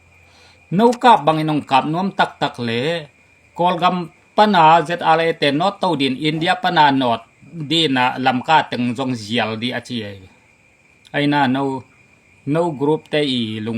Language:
Tedim Chin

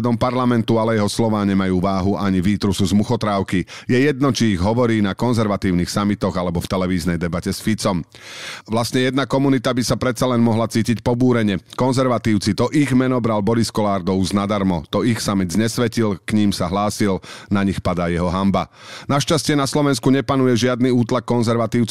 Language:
Slovak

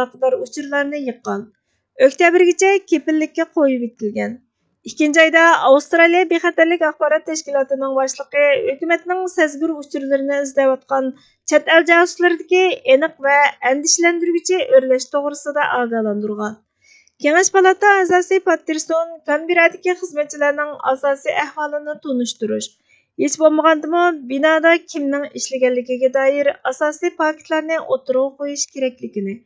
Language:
Uyghur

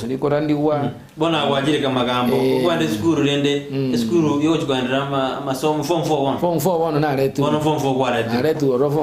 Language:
Gusii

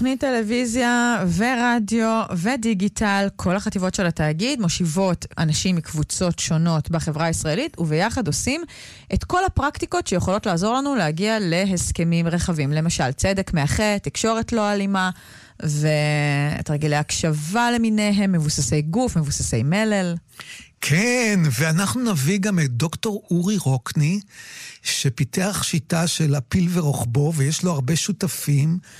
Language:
Hebrew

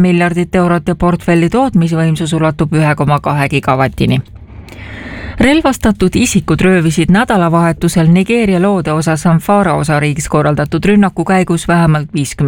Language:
Estonian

